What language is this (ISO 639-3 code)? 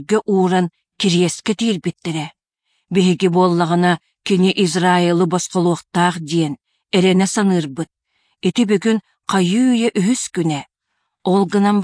sah